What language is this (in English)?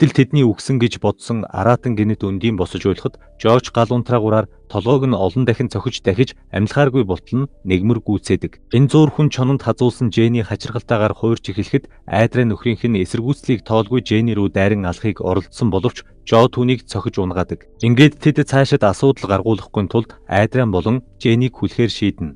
Mongolian